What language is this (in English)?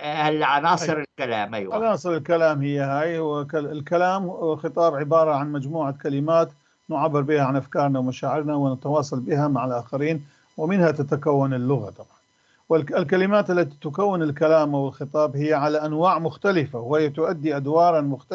North Levantine Arabic